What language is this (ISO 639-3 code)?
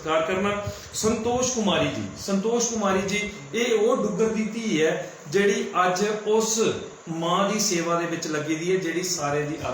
doi